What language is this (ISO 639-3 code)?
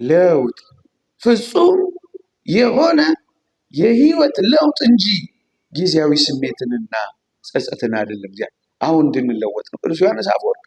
amh